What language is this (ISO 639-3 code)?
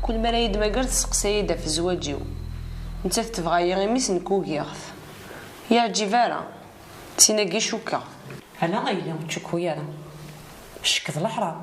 kab